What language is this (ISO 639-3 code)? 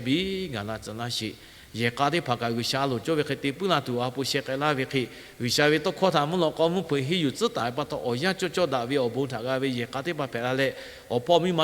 lhu